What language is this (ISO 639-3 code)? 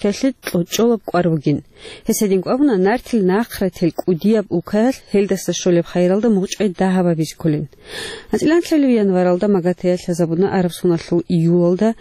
ava